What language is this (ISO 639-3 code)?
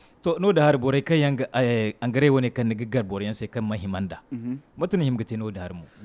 dje